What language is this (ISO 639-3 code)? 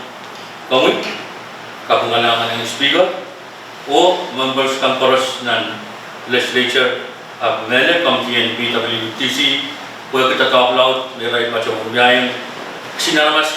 pon